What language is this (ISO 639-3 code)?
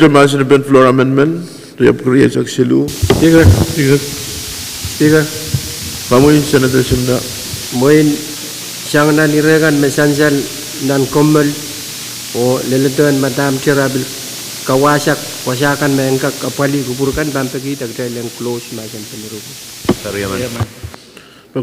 pon